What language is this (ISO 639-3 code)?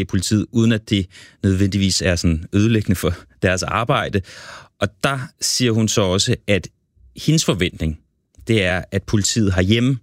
dan